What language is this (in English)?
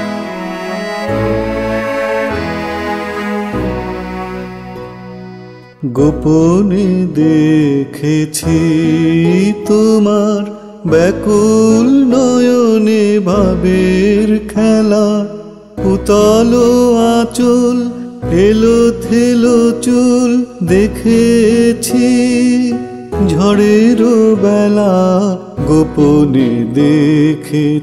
Bangla